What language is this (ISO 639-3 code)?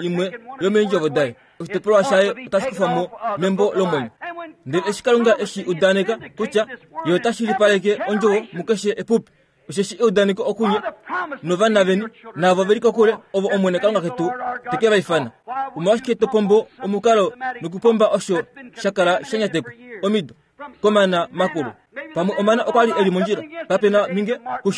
kua